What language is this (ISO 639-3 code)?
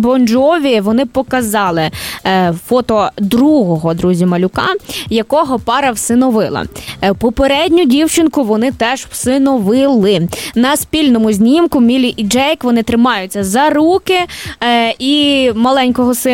ukr